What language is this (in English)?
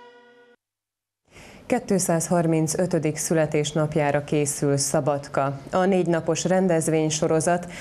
Hungarian